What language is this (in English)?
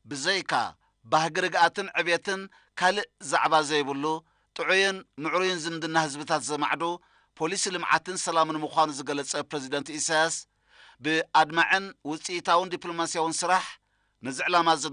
Tigrinya